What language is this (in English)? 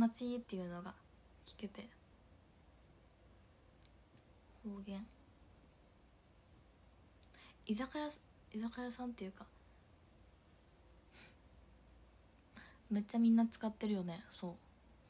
Japanese